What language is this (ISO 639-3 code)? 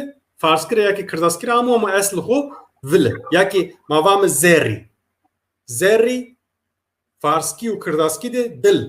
zza